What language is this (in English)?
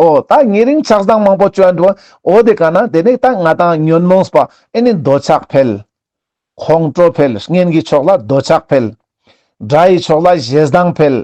Ladakhi